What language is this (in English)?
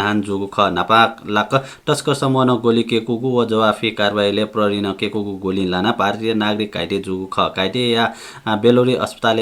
Newari